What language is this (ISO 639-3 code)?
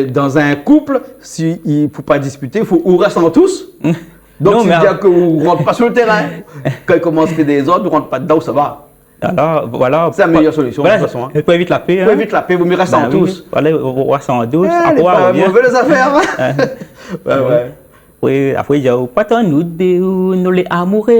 rcf